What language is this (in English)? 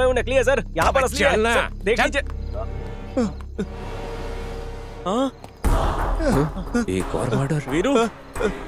Hindi